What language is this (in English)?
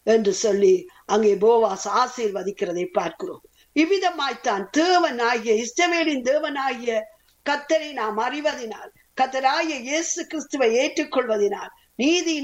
Tamil